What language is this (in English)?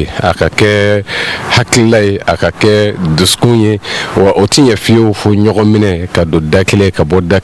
Bambara